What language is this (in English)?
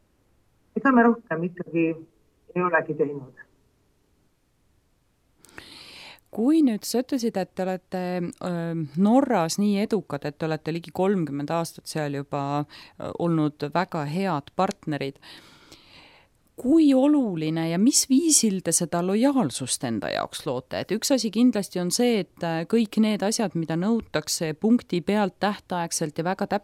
Estonian